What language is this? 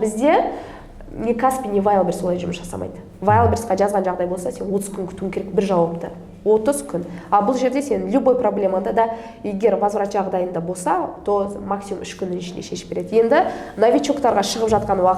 Kazakh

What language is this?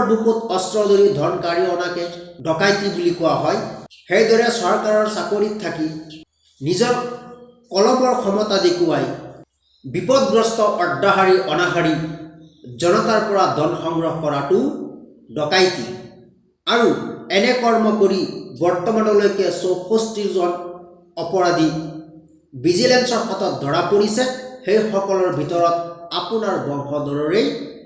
Assamese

